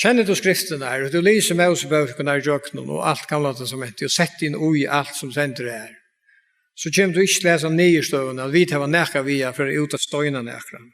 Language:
Faroese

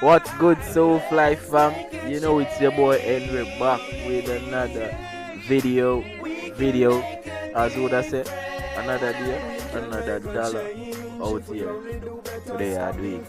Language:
Jamaican Creole English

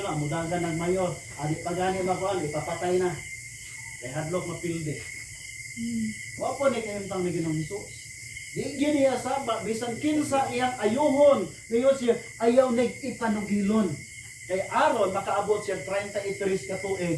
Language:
Cebuano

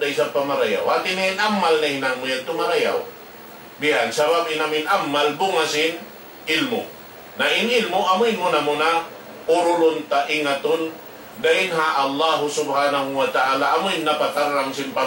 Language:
Tausug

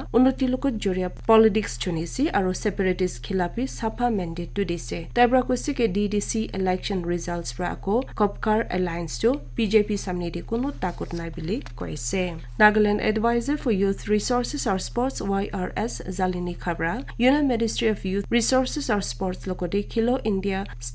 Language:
Naga Pidgin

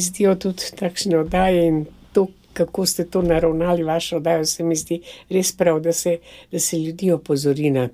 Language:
Slovenian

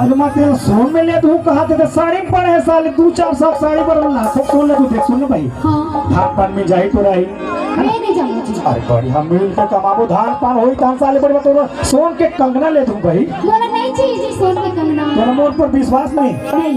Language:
Chhattisgarhi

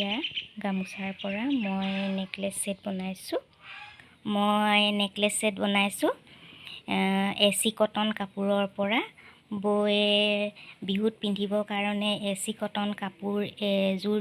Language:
Assamese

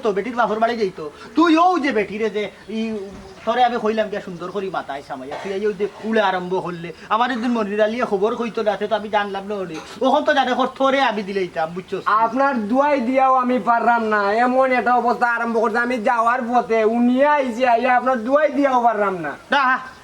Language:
Sylheti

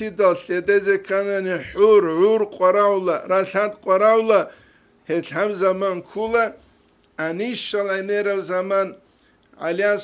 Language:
Avaric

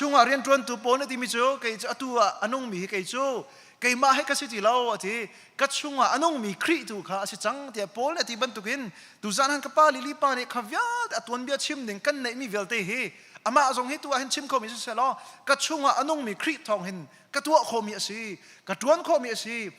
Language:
Hakha Chin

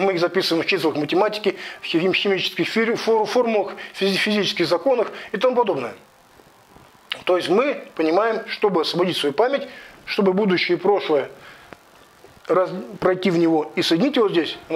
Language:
Russian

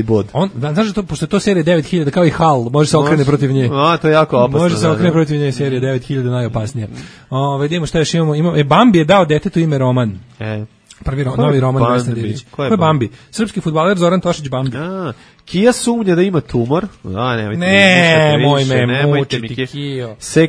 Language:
Serbian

